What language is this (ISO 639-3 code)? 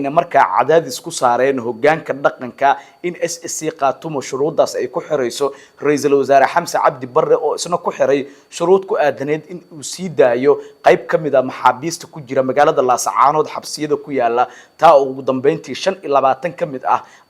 som